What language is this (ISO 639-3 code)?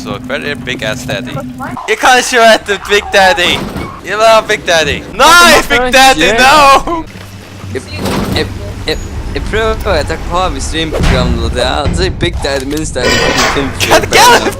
fao